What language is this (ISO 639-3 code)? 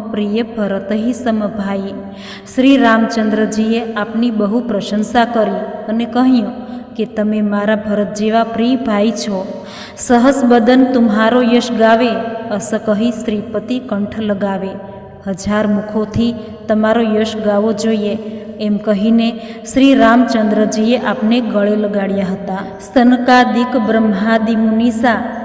guj